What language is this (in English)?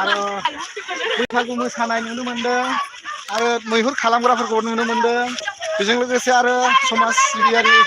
Bodo